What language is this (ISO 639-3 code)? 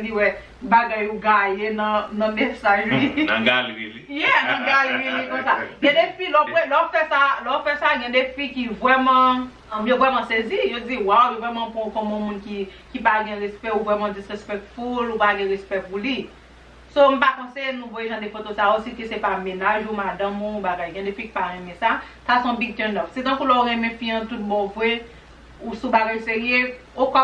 hat